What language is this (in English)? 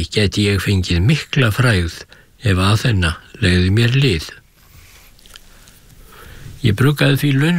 Icelandic